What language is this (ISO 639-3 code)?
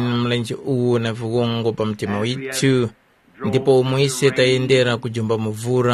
tum